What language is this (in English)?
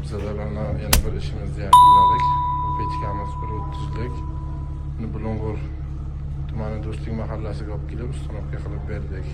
Uzbek